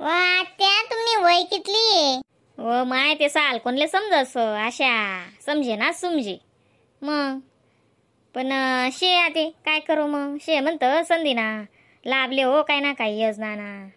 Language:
Khandesi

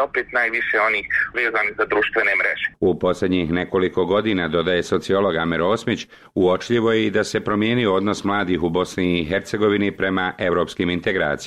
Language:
Bosnian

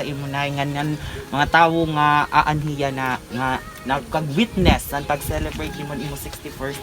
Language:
Waray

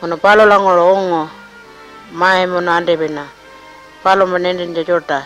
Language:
Pitjantjatjara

